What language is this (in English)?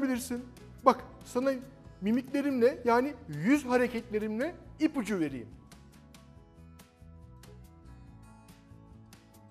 Turkish